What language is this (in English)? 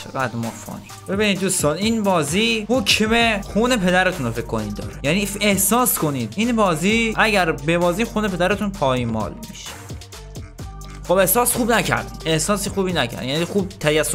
Persian